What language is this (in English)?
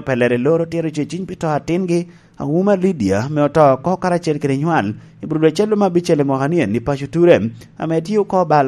Lango (Uganda)